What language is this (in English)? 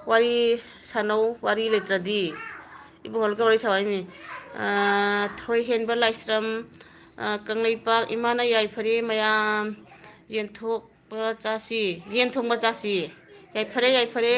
Manipuri